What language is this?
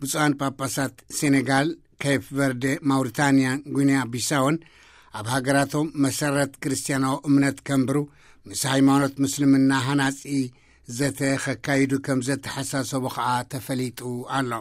Tigrinya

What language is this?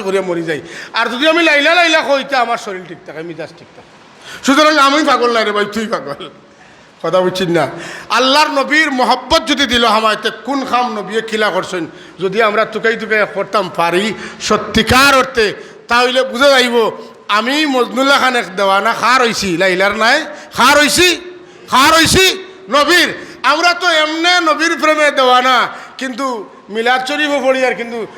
Sylheti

